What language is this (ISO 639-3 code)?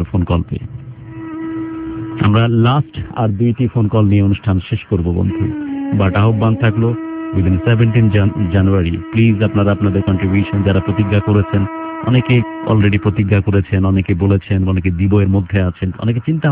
ben